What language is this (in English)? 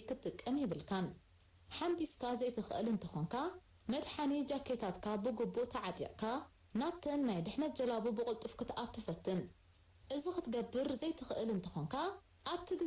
Tigrinya